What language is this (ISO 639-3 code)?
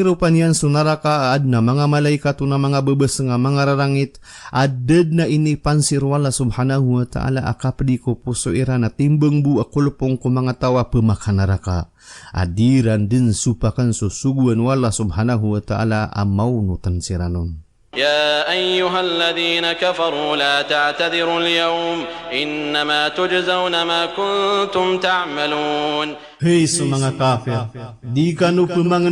mrw